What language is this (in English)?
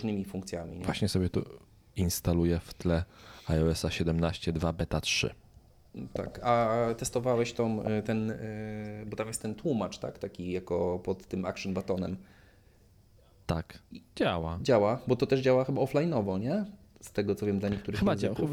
Polish